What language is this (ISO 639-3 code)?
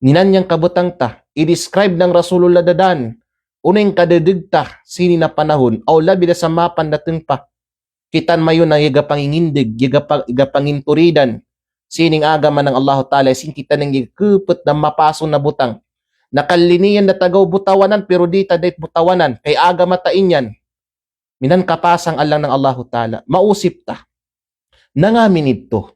kqe